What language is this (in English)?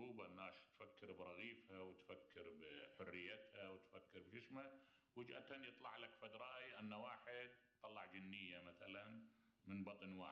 Mesopotamian Arabic